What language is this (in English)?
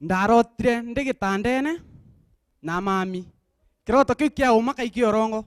Meru